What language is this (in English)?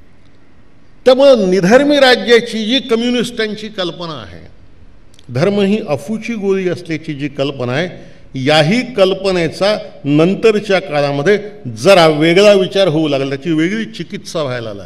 Marathi